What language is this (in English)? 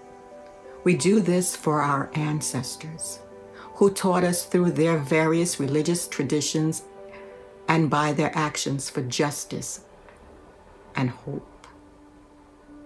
English